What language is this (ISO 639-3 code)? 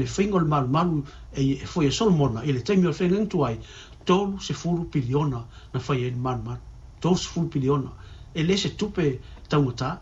smo